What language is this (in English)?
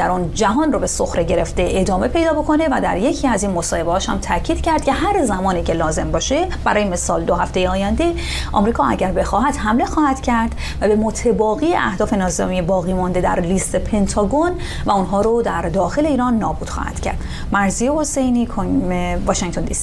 Persian